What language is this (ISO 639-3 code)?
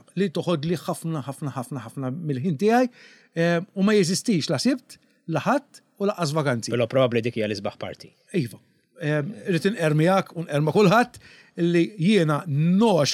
mlt